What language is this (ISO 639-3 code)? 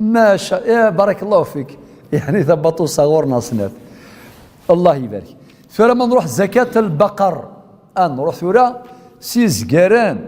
kab